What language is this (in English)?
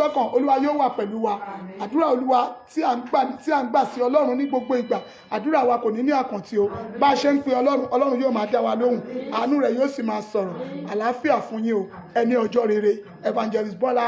Yoruba